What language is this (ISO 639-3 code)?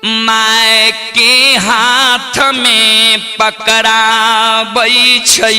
mai